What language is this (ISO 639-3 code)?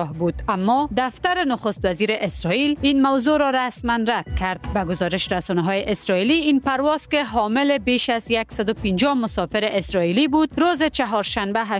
fas